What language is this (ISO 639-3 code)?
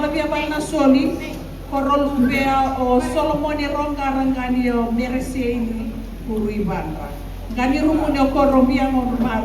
fij